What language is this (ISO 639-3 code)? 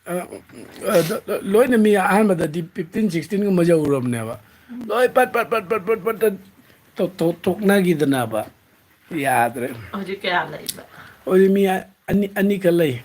mni